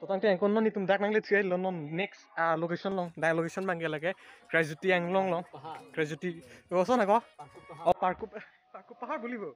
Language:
Karbi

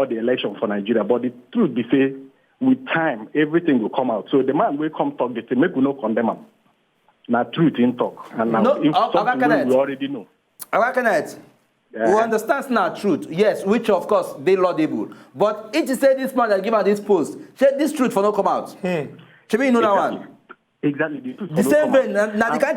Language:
Nigerian Pidgin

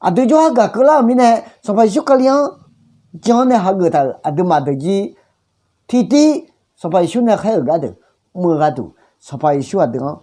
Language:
Akha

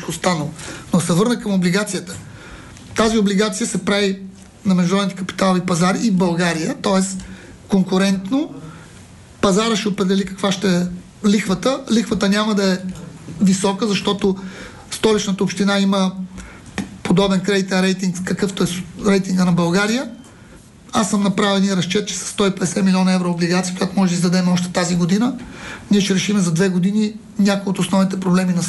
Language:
Bulgarian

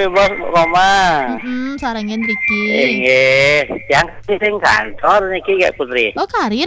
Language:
Balinese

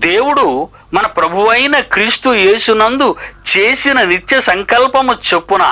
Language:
Telugu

